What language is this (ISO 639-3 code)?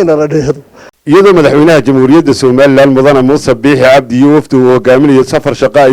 som